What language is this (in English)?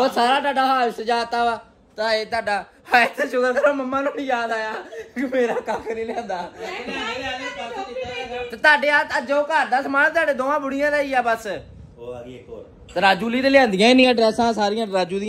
Punjabi